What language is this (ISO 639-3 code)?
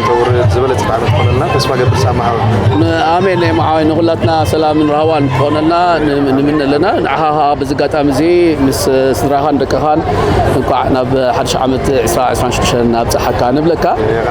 tir